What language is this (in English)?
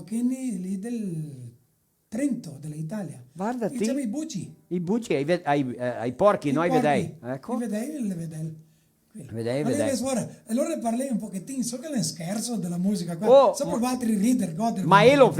Venetian